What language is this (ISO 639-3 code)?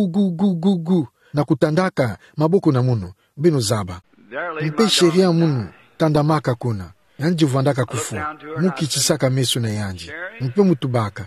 ktu